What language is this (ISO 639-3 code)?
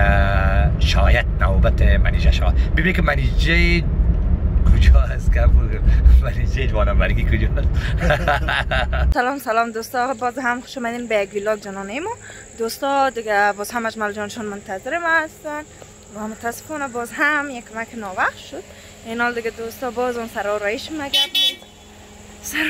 fas